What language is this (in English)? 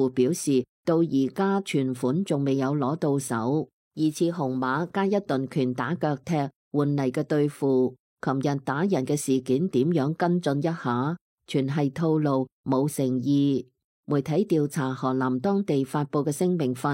Cantonese